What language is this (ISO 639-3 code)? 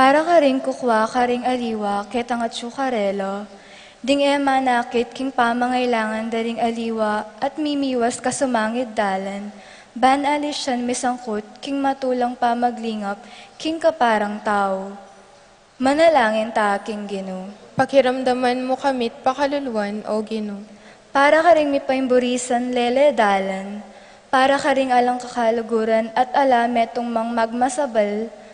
pam